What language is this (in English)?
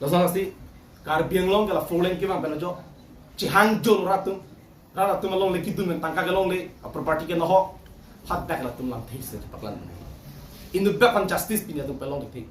Karbi